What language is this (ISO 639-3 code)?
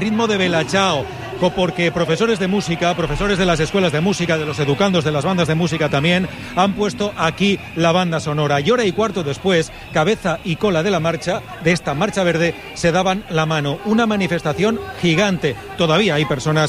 spa